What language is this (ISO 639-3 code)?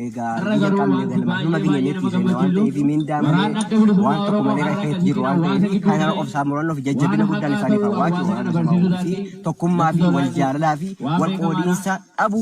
orm